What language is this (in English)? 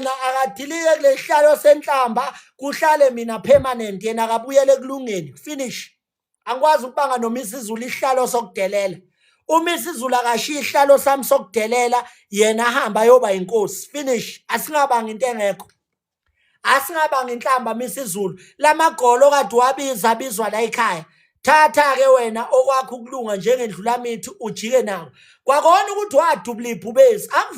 Zulu